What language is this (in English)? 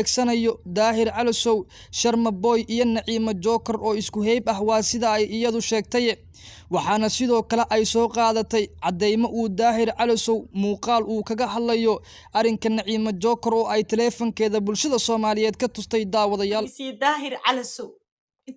Somali